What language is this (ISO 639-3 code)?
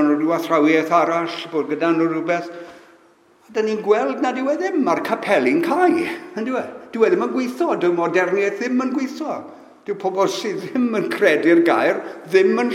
cym